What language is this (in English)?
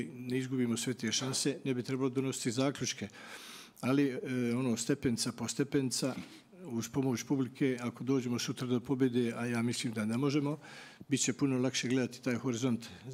Bosnian